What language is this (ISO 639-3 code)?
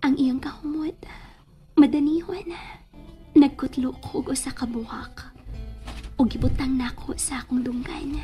ceb